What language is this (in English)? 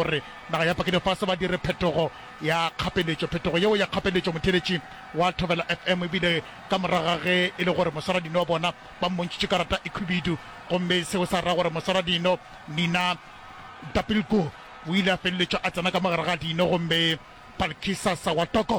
Northern Sotho